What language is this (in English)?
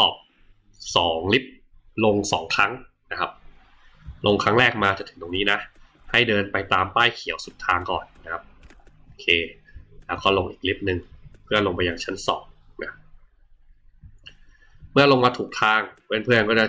Thai